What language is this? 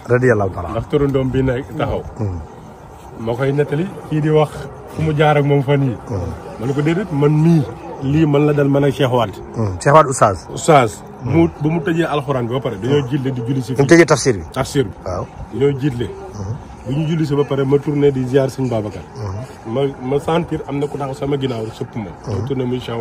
Wolof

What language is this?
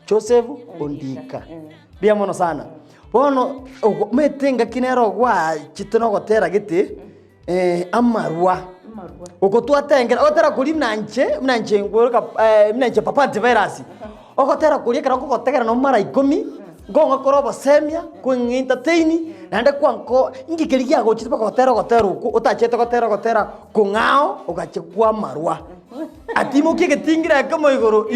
Gusii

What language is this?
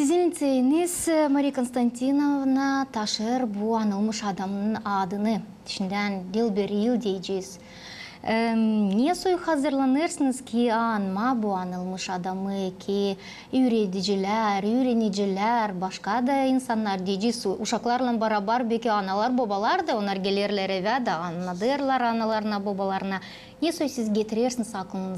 Gagauz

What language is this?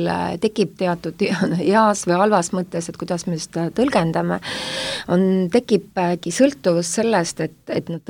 Estonian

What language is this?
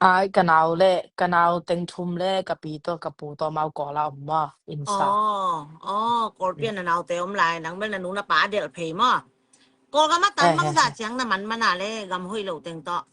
Tedim Chin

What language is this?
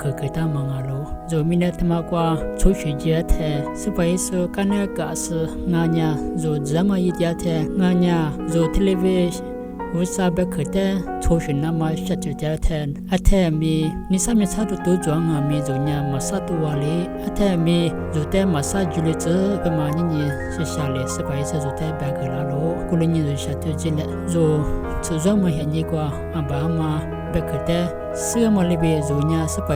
Lisu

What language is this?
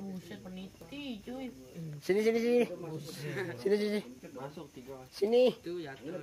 Betawi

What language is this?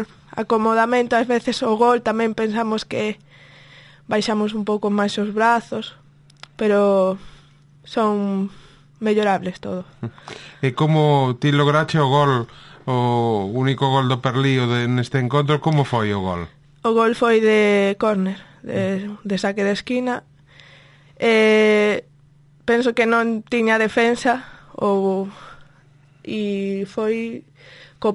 Galician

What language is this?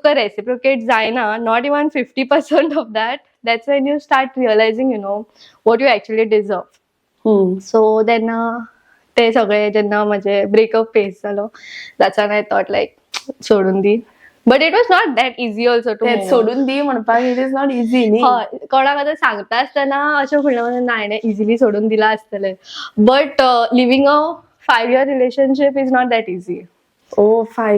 Konkani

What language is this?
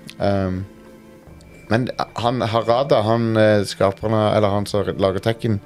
Norwegian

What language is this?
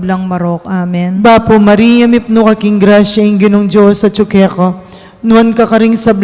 Pampanga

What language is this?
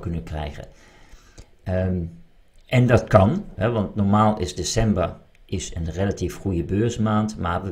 Dutch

